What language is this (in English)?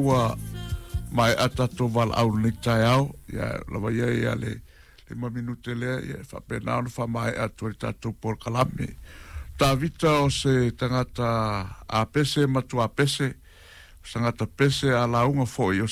Samoan